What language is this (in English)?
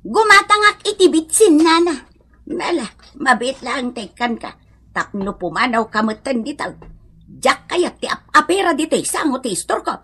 Iloko